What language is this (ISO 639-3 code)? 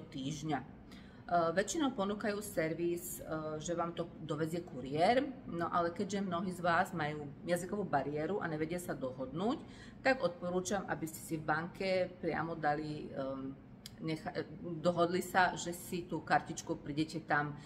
slk